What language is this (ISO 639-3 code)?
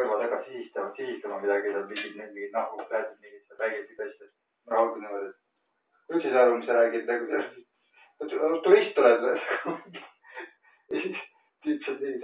est